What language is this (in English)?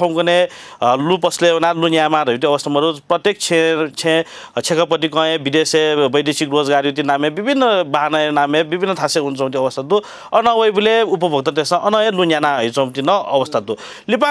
Newari